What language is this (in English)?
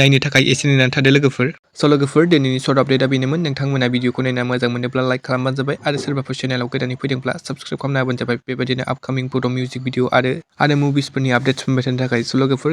Bodo